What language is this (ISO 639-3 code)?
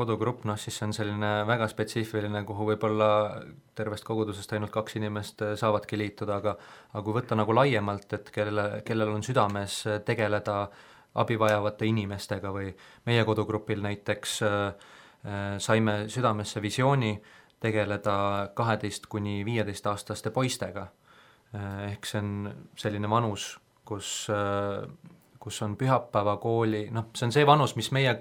est